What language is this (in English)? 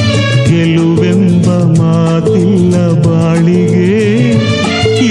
Kannada